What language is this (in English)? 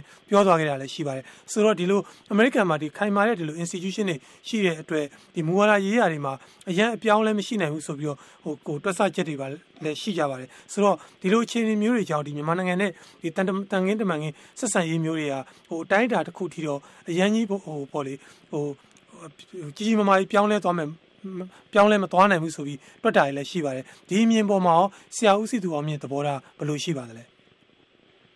Burmese